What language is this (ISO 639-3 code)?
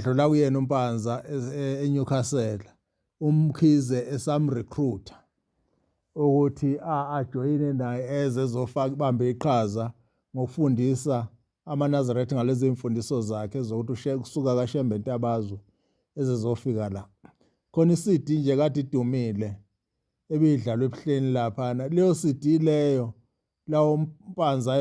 zul